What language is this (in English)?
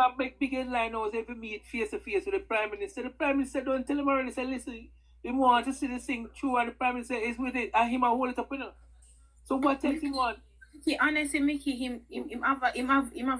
Jamaican Creole English